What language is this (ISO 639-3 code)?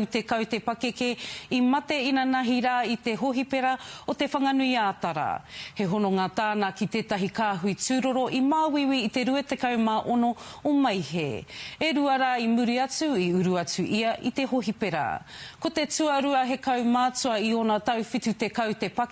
mri